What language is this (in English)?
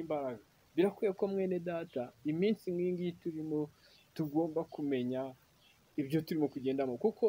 Kinyarwanda